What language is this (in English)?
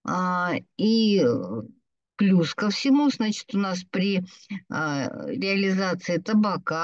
Russian